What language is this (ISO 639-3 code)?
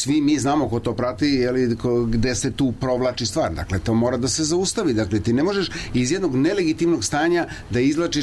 srp